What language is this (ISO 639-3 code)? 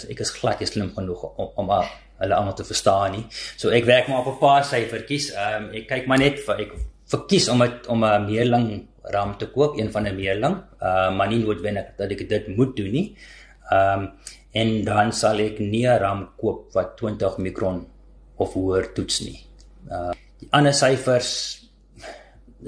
afr